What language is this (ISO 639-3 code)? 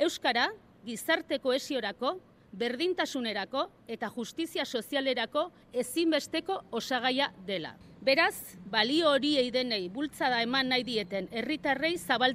eus